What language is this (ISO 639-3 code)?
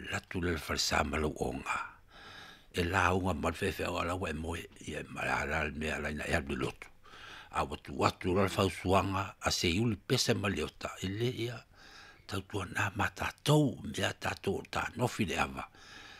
smo